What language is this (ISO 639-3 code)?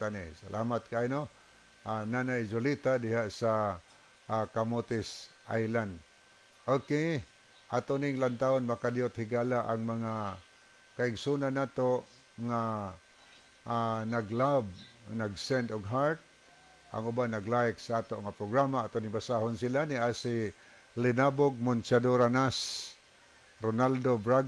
ceb